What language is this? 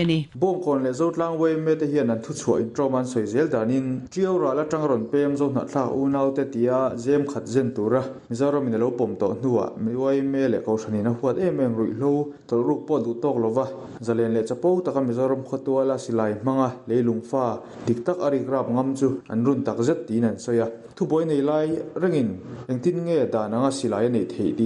Mizo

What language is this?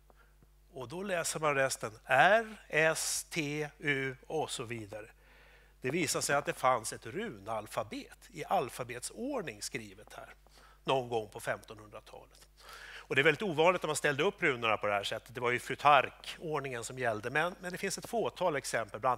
Swedish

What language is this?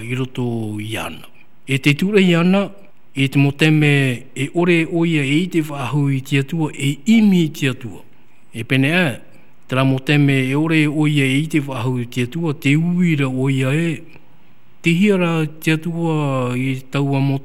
Tahitian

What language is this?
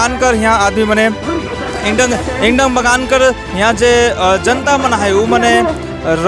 Sadri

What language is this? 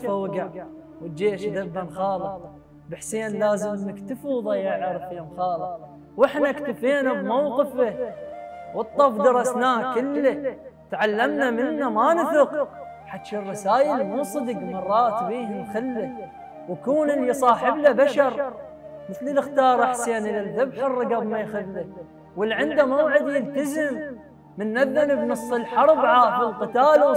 Mesopotamian Arabic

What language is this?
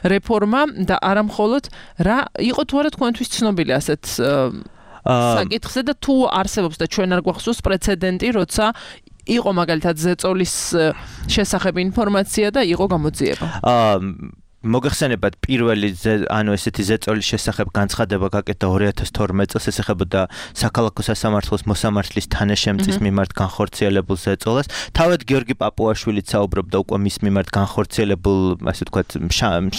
Georgian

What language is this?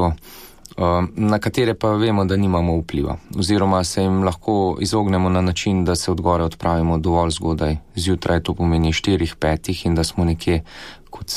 Slovenian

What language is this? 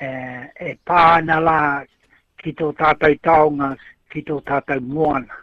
Māori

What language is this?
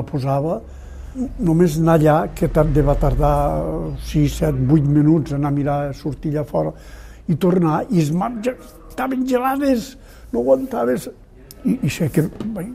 Catalan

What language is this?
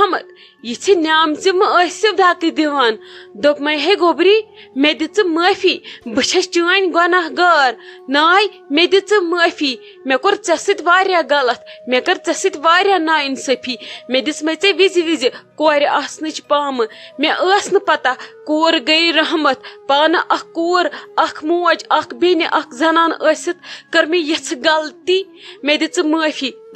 Kashmiri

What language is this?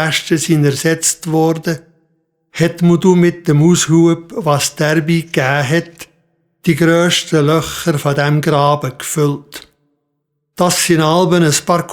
Swiss German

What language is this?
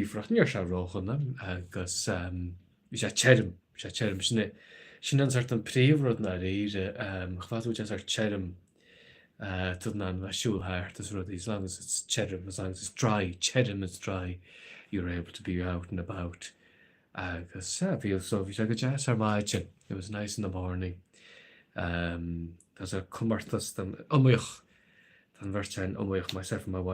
Irish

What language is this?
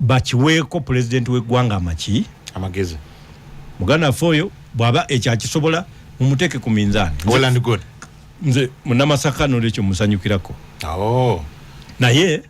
Ganda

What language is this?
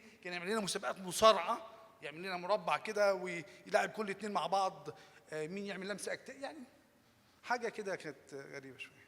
Egyptian Arabic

